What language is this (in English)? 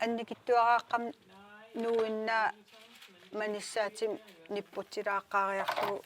Kalaallisut